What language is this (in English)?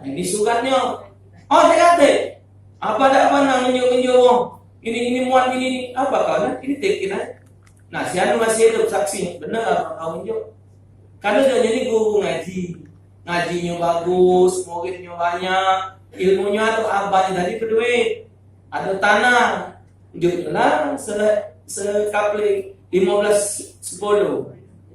Musi